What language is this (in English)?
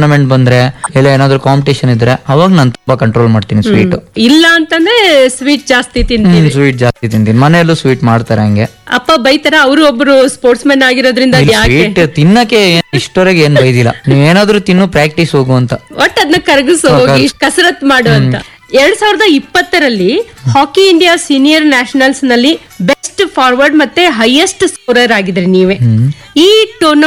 Kannada